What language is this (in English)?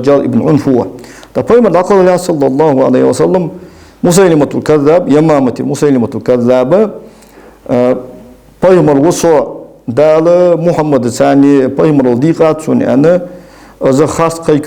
Ingush